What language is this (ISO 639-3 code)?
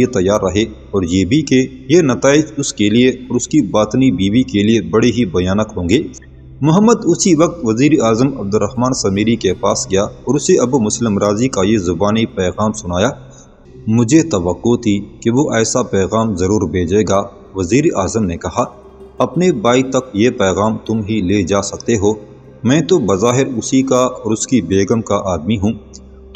urd